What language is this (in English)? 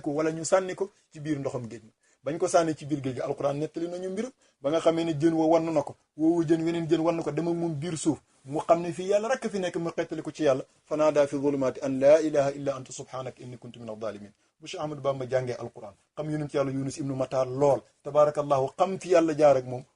Wolof